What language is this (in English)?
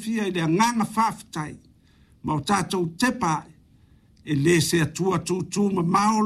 Samoan